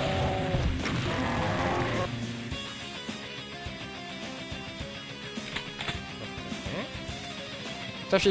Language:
Czech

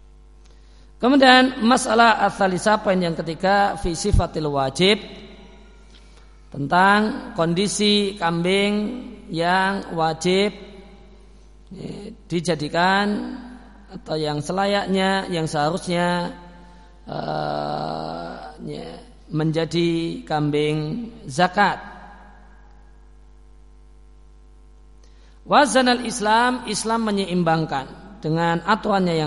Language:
Indonesian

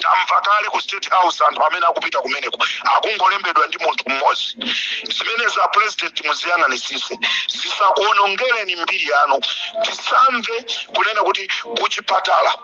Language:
Nyanja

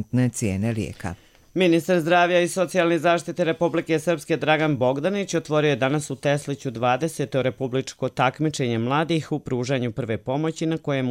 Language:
Bosnian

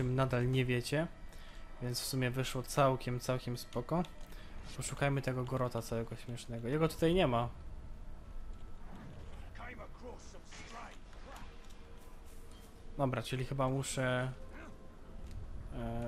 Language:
Polish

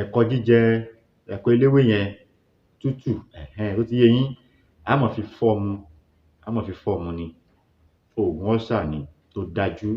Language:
Yoruba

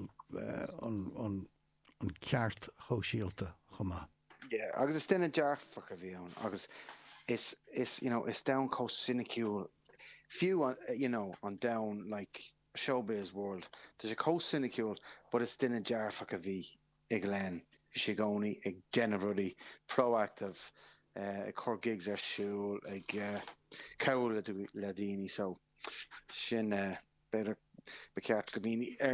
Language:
Irish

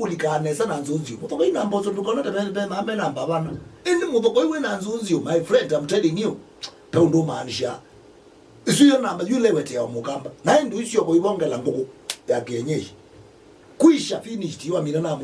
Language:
Kamba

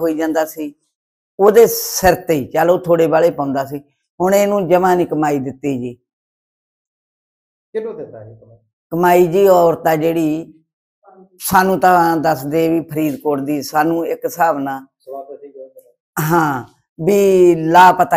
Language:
Punjabi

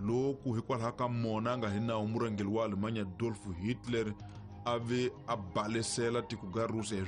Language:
Tsonga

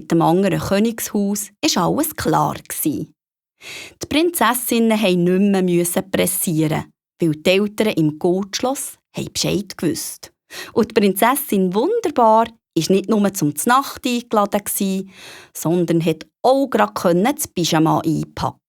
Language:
Swiss German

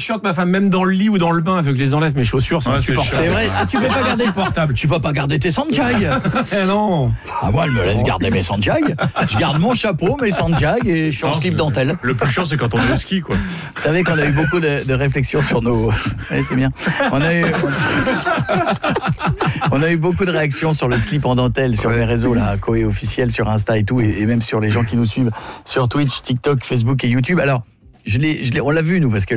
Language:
French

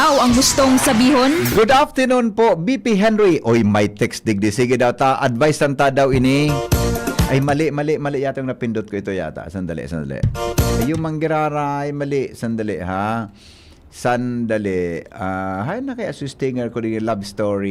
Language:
Bikol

